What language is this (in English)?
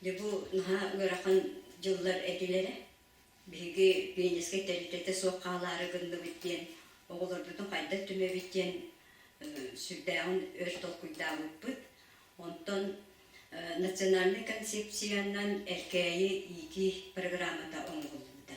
Yakut